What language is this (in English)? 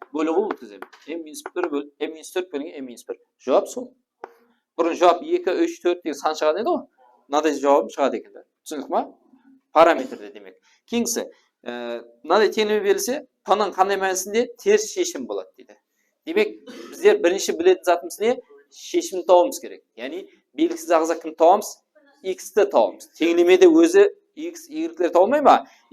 Kara-Kalpak